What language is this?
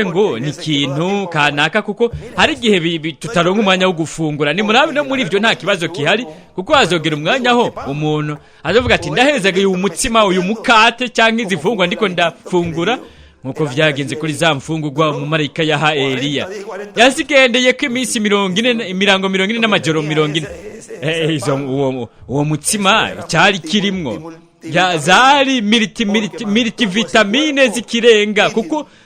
Rundi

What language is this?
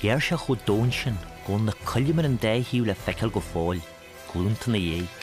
Irish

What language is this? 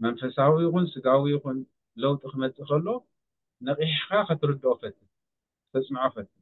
Tigrinya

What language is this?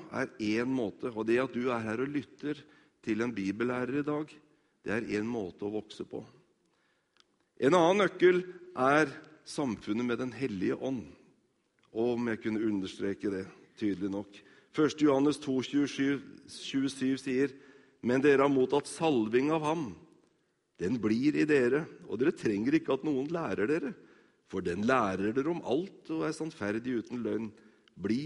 Norwegian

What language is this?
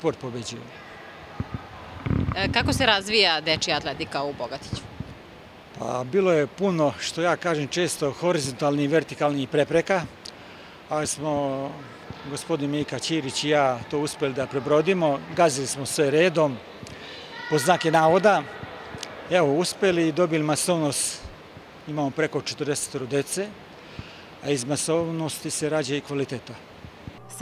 Serbian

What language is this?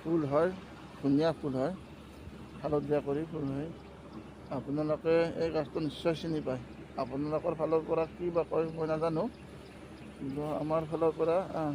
Assamese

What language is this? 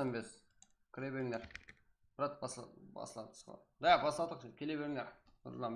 Kara-Kalpak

